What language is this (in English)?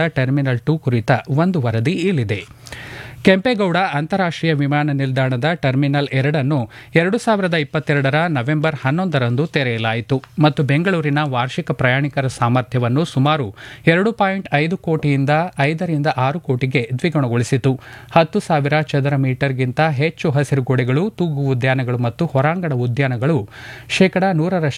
Kannada